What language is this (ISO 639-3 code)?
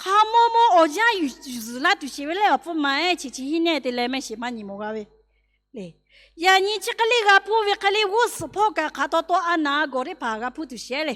lhu